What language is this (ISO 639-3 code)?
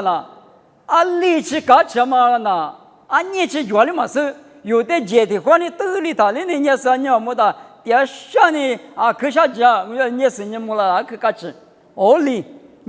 lis